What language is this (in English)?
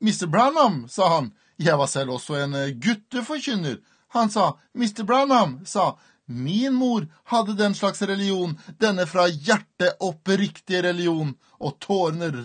Norwegian